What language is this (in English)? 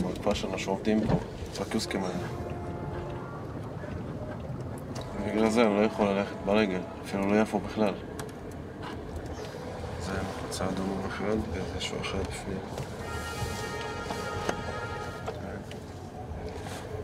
Hebrew